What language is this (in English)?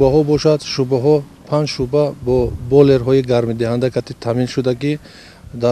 Tajik